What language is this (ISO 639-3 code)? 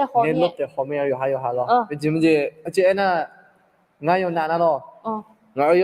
ahk